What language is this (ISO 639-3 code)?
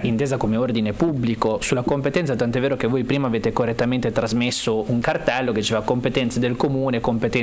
ita